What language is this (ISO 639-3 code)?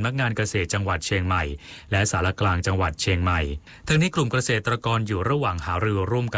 tha